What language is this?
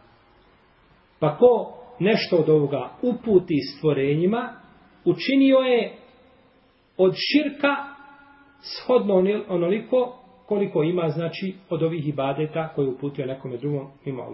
Bosnian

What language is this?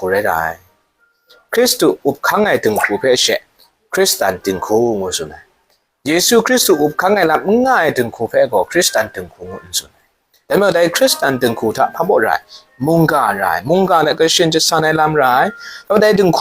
Kachin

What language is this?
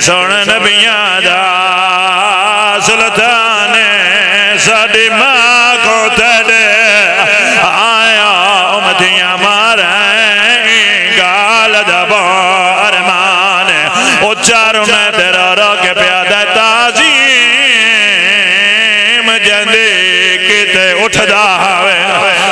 Pahari-Potwari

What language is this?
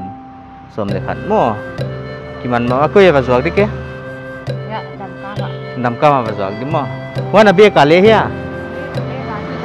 Paite Chin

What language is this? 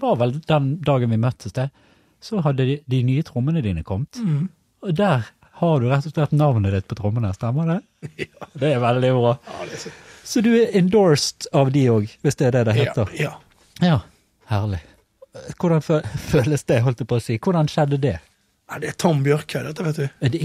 Norwegian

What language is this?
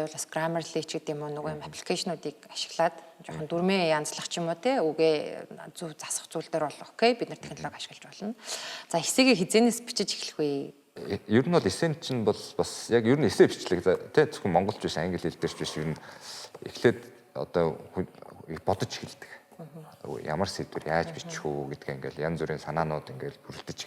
Mongolian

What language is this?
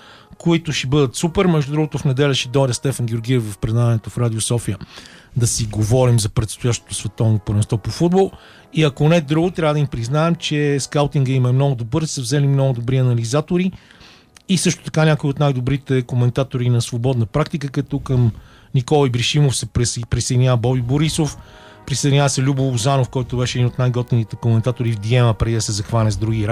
Bulgarian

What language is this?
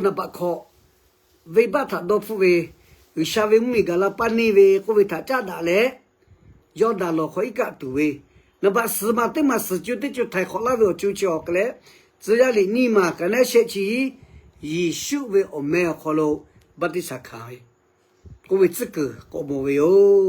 Lahu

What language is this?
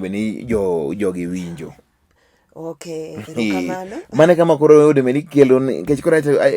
Luo (Kenya and Tanzania)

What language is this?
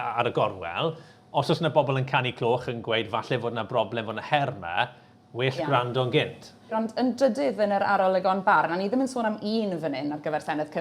Welsh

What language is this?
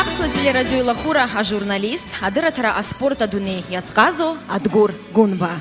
Abkhazian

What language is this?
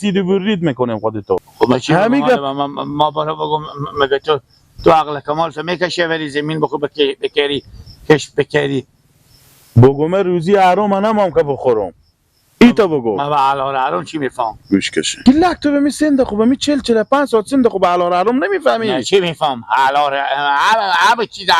Persian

